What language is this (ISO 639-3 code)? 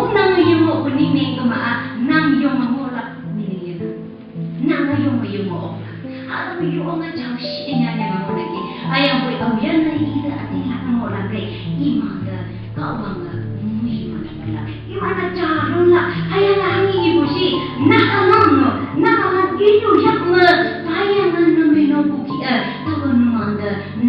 nbe